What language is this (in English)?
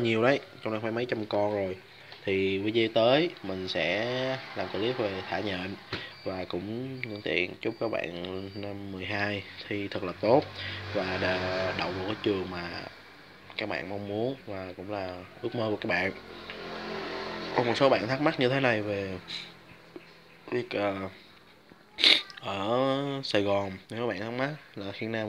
Vietnamese